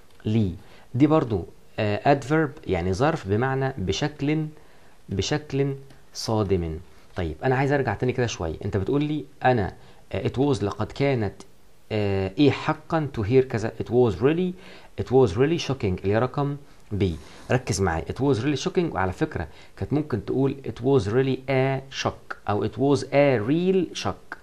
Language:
Egyptian Arabic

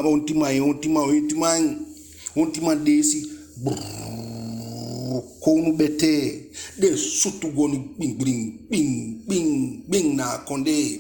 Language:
Eastern Maroon Creole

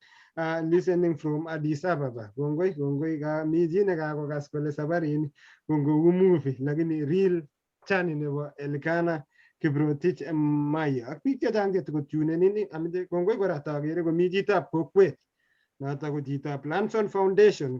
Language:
Kalenjin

